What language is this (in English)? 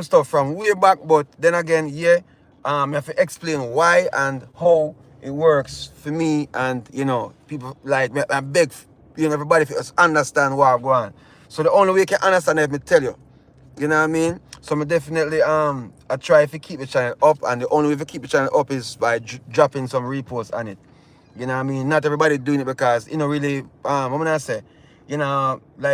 Jamaican Creole English